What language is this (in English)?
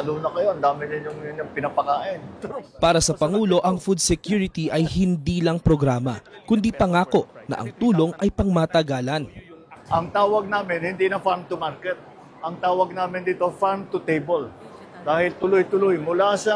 Filipino